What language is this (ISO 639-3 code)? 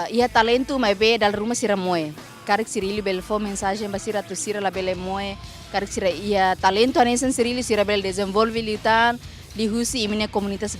tet